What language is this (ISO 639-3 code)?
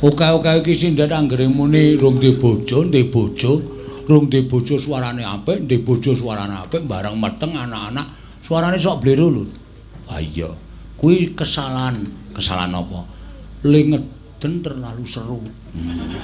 jav